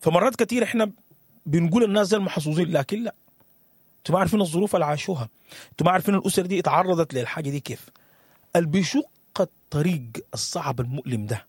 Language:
Sudanese Arabic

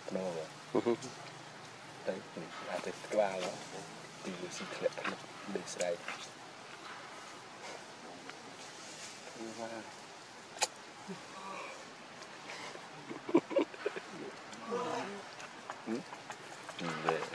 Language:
Vietnamese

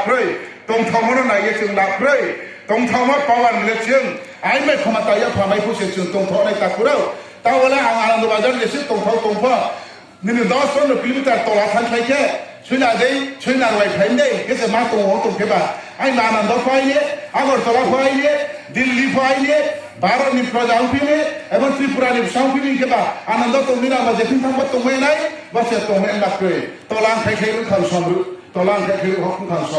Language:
Riang (India)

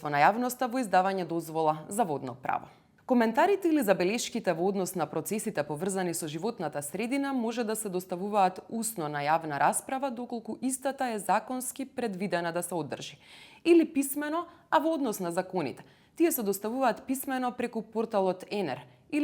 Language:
Macedonian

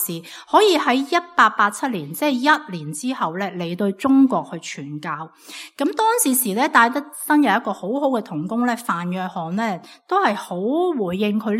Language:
Cantonese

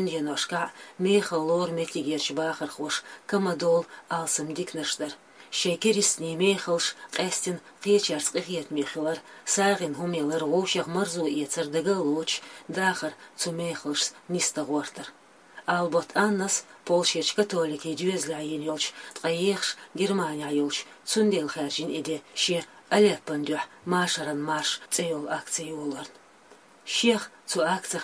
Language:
Chechen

